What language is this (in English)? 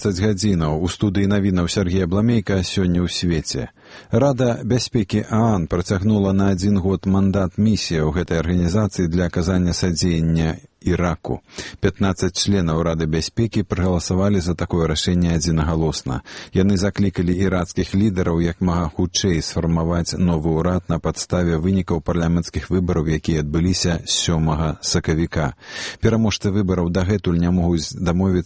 Belarusian